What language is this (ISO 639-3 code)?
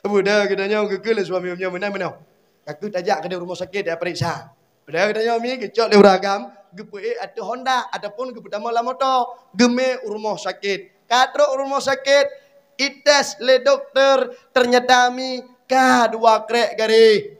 ace